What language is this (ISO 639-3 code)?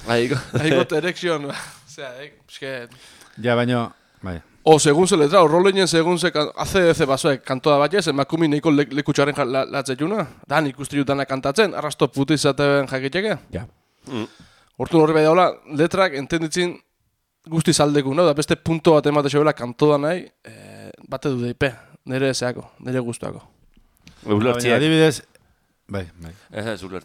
eus